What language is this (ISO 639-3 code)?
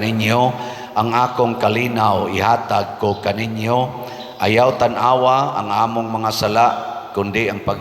ceb